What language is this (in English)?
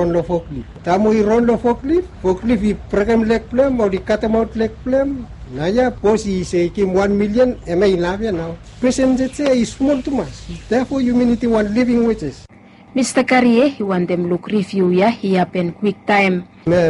Bislama